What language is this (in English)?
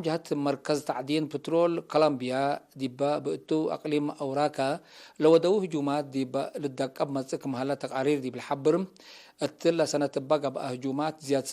Tigre